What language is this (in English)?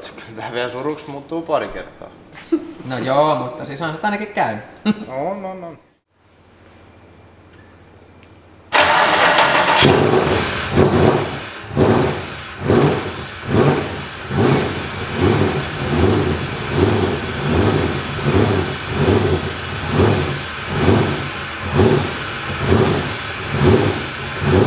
Finnish